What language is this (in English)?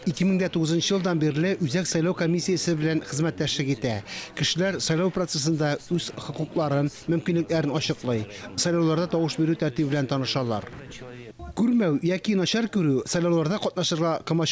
Tatar